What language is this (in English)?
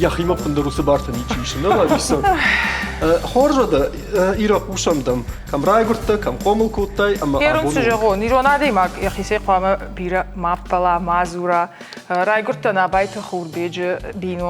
Ossetic